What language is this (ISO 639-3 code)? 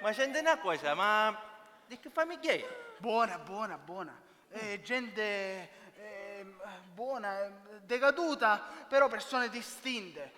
scn